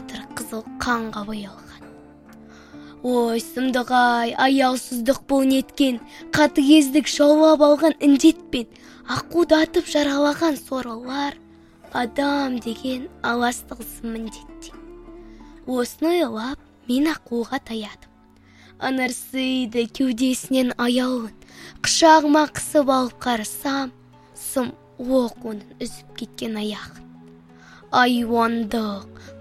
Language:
Kazakh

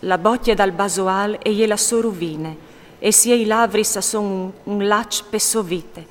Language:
Friulian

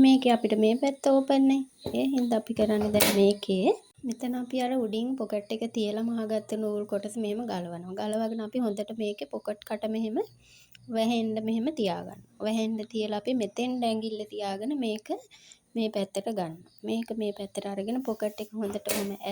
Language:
Sinhala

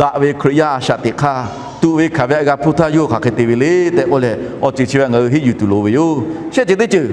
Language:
Lahu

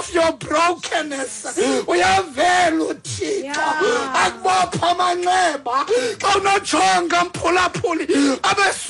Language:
Xhosa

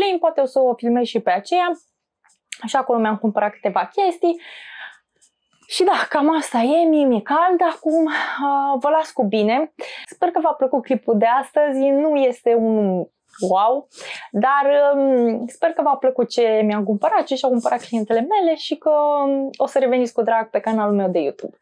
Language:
Romanian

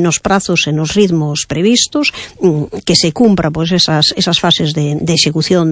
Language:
Galician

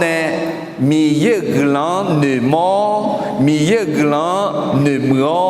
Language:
Akha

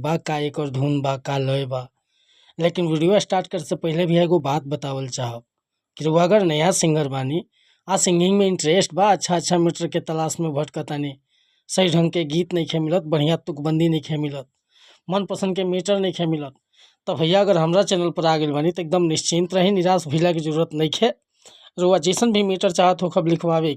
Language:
Bhojpuri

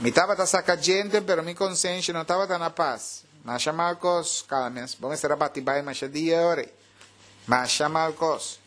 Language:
Papiamento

